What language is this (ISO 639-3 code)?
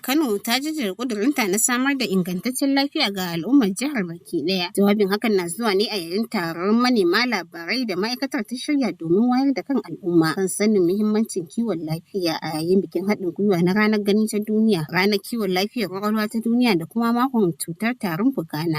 hau